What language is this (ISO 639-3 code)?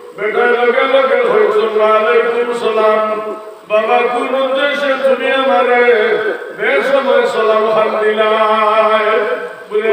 syl